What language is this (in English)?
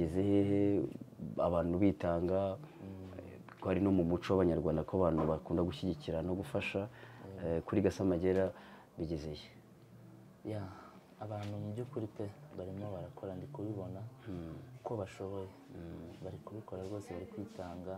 Kinyarwanda